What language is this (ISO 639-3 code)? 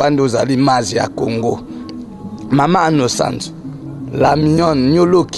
lin